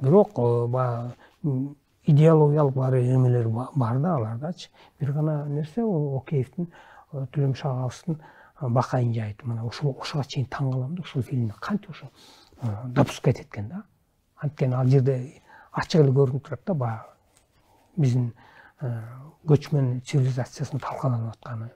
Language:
Kyrgyz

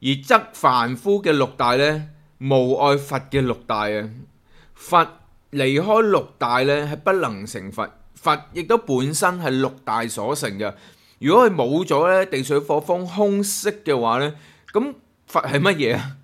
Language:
Cantonese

